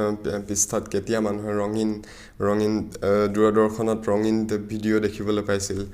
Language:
Assamese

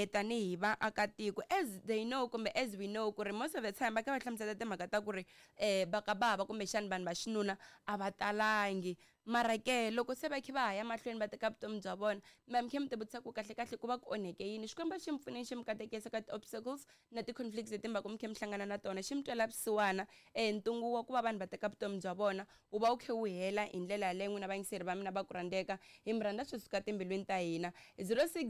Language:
Tsonga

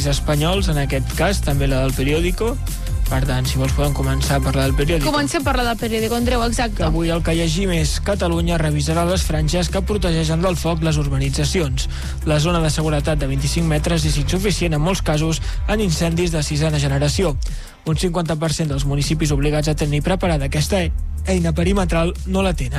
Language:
Catalan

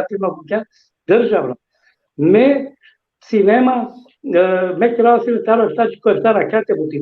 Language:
Balkan Romani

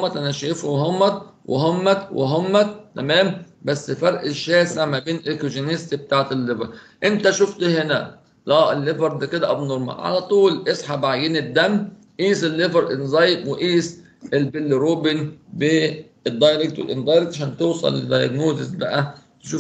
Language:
Egyptian Arabic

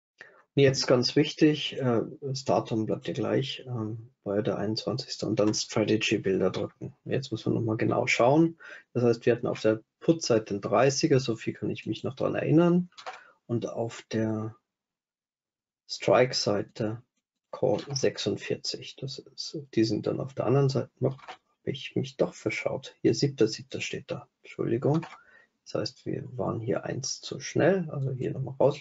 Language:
German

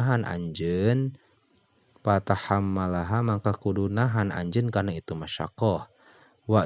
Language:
Sundanese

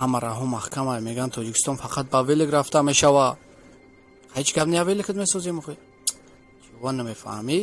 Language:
Tajik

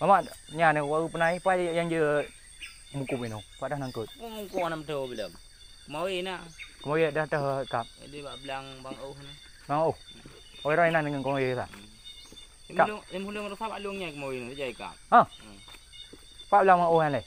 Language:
Achinese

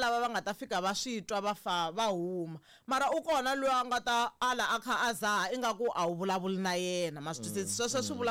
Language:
Tsonga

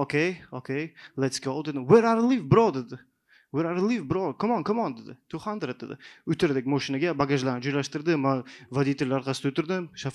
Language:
Uzbek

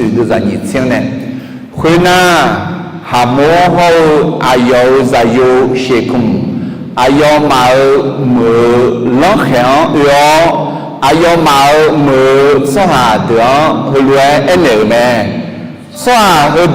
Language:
Akha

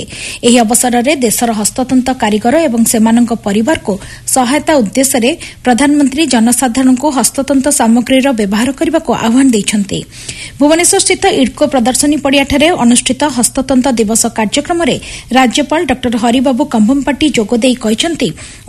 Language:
Odia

